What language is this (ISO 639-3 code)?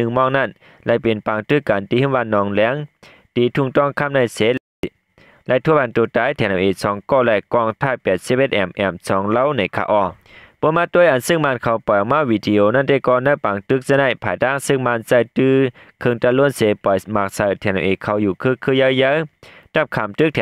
shn